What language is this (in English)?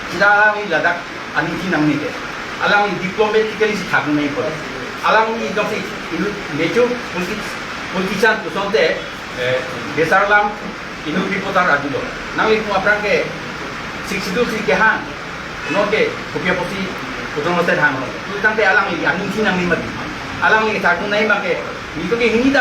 Karbi